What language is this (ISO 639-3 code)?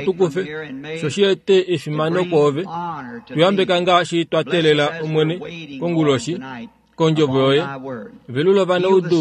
kua